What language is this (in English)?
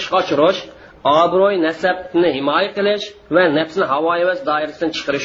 Uyghur